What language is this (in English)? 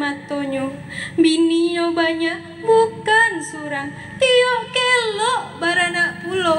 Minangkabau